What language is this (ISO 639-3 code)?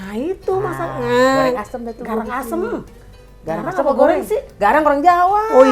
bew